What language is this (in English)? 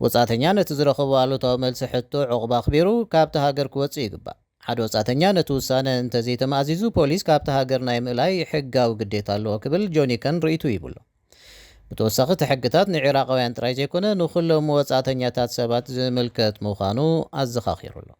Tigrinya